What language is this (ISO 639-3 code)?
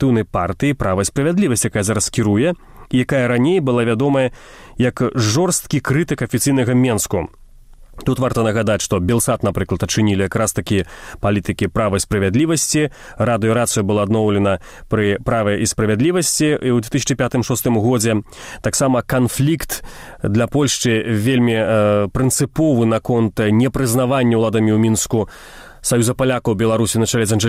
bel